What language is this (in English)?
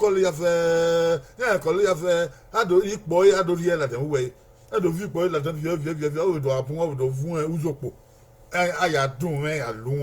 Bini